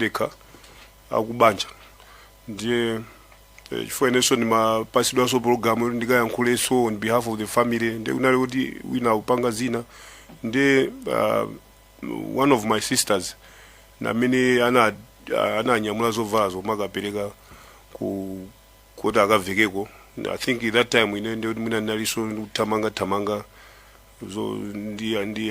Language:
Nyanja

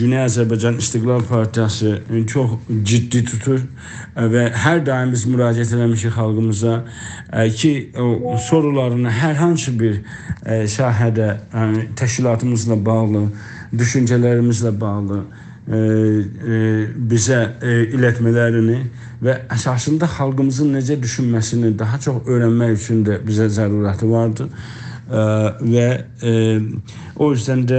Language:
South Azerbaijani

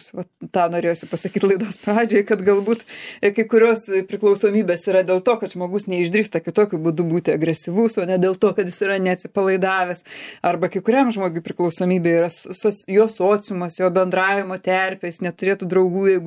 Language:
Lithuanian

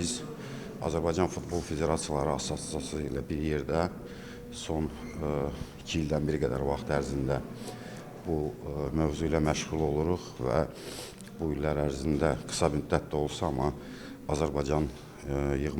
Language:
Azerbaijani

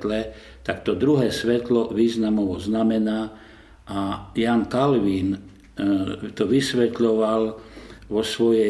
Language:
Slovak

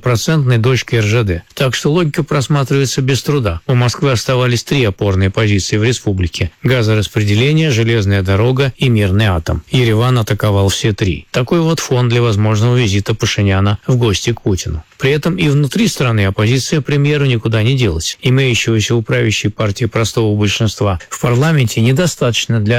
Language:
Russian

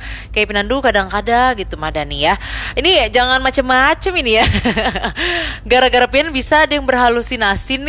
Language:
Banjar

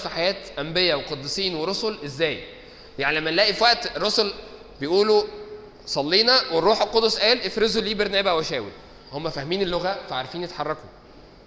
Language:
Egyptian Arabic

